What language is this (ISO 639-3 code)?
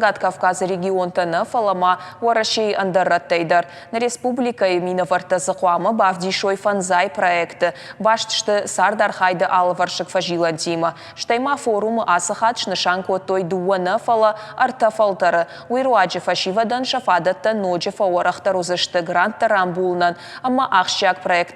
oss